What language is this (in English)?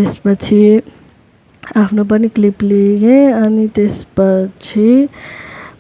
Nepali